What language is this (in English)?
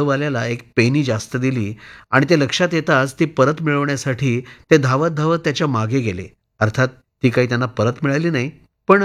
Marathi